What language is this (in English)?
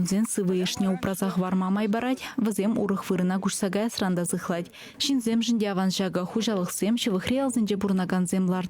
Chuvash